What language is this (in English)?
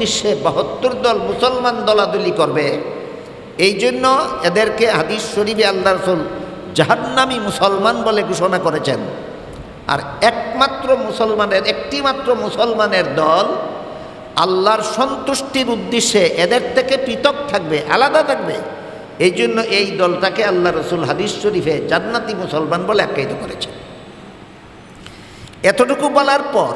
Bangla